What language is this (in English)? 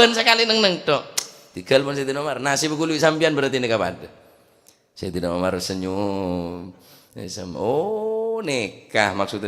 Madurese